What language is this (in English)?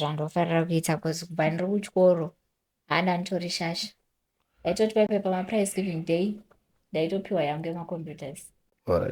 Shona